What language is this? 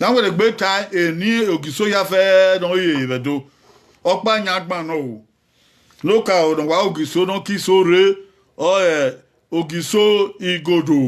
Bini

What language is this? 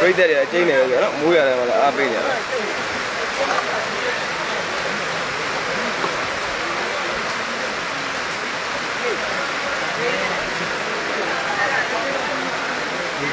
Burmese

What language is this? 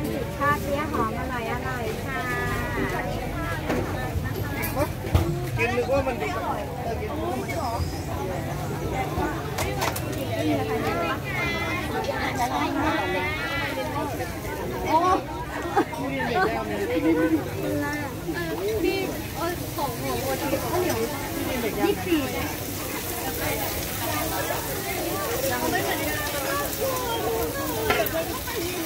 Thai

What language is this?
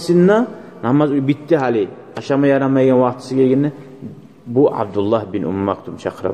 Kumyk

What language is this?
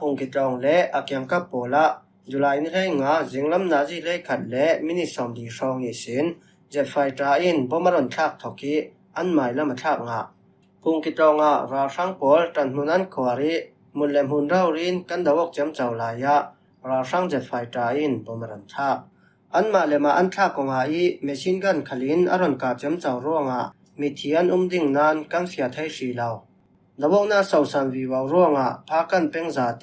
Falam Chin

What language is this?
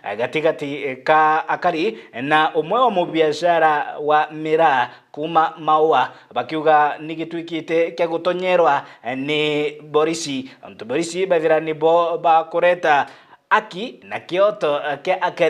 Meru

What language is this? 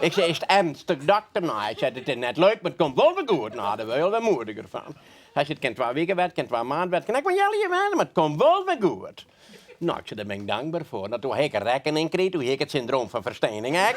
Western Frisian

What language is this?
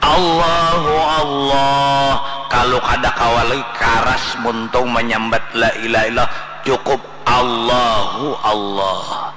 Banjar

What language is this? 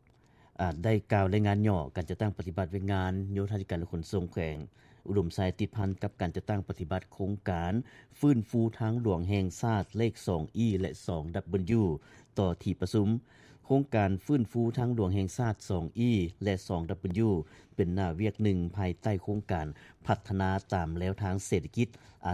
Lao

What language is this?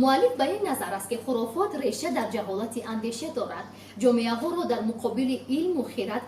Tajik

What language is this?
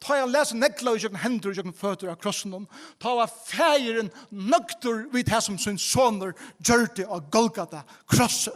Faroese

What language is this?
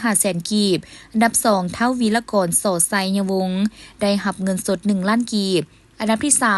Lao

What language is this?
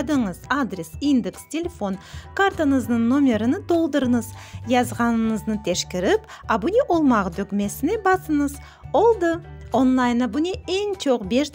Crimean Tatar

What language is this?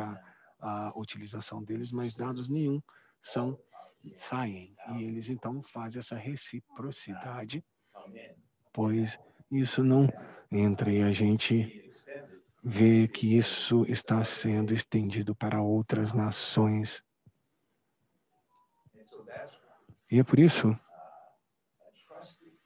Portuguese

